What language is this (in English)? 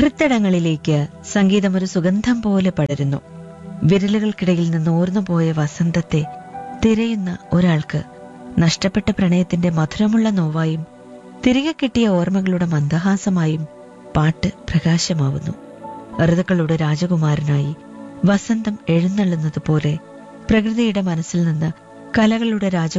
Malayalam